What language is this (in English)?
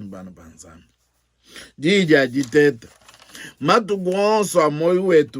Luba-Lulua